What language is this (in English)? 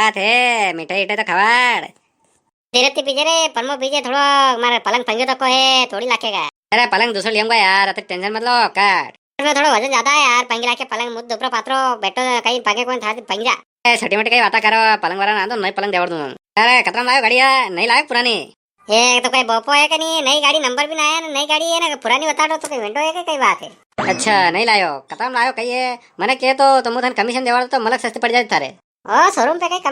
Rajasthani